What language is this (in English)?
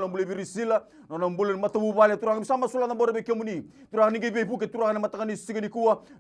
Fijian